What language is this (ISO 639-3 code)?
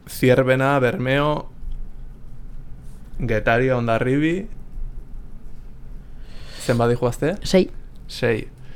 eus